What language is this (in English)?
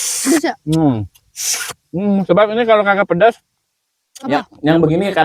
Betawi